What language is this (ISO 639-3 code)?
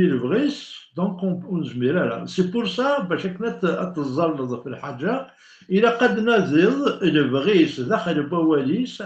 kab